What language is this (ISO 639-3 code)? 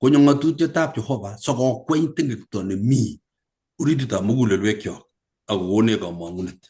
kln